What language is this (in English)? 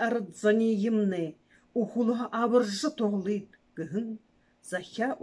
Buriat